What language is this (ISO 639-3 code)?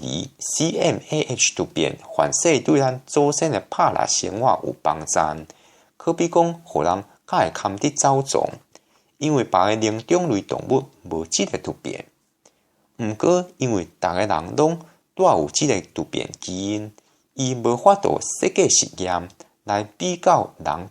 nan